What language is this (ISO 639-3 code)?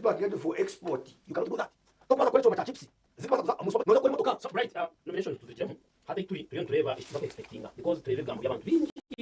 nyn